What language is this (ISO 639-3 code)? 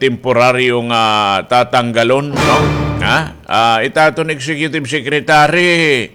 war